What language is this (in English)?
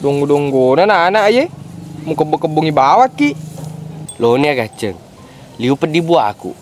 Buginese